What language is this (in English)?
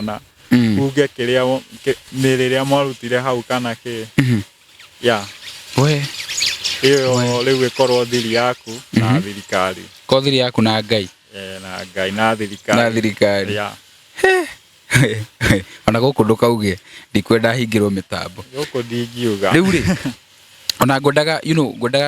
Kikuyu